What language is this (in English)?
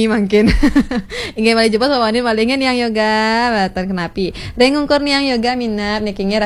Balinese